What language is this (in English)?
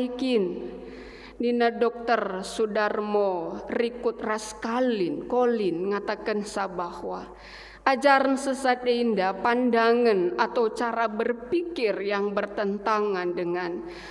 Batak Karo